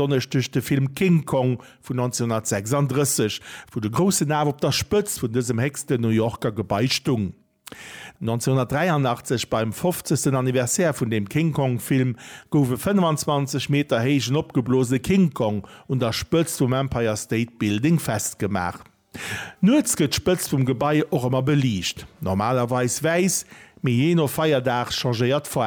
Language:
Luxembourgish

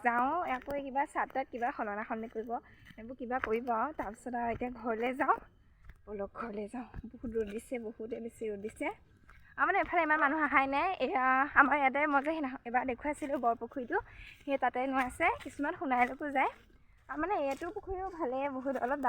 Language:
Assamese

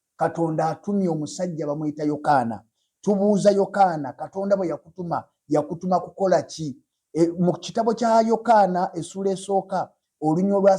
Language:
Ganda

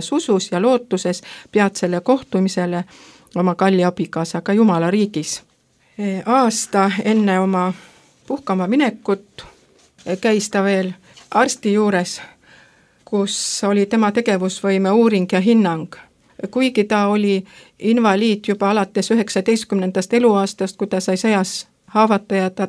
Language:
Estonian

